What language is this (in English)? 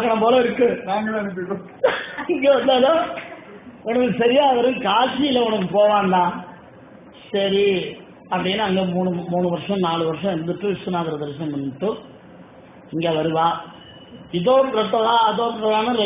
Tamil